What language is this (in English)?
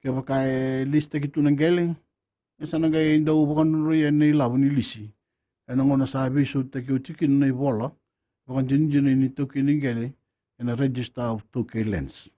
Fijian